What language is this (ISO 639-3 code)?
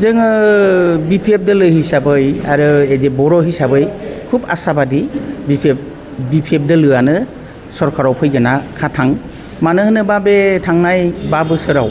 brx